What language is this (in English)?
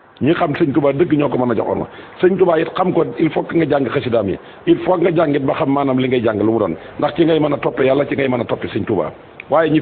Wolof